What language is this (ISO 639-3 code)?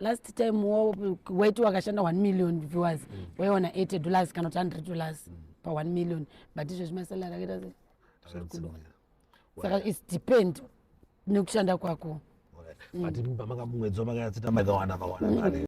sna